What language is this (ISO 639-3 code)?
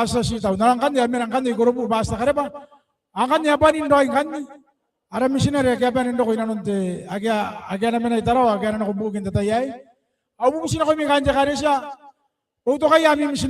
gil